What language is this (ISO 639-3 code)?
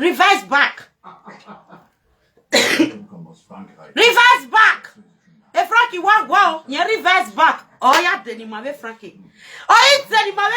pcm